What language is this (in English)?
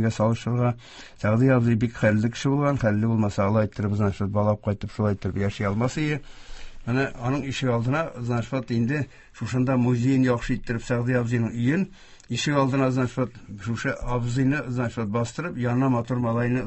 Tatar